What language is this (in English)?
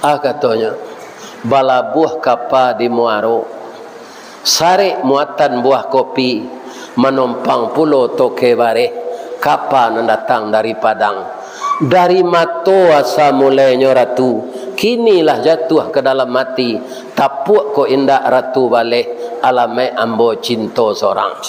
Minangkabau